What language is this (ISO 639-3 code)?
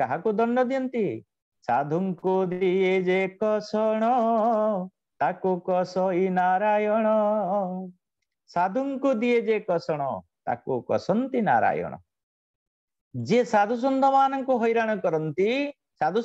ori